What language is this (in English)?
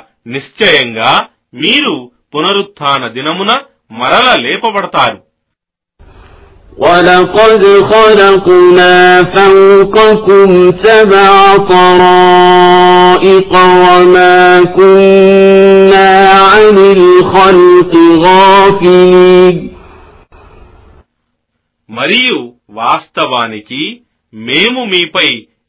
Telugu